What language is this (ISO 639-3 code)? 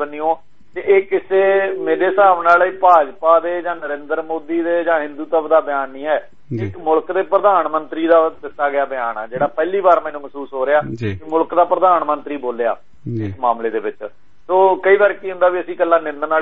pan